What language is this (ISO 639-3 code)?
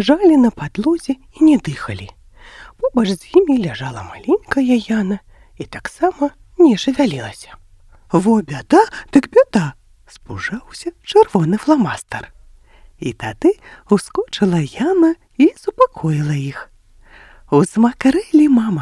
bel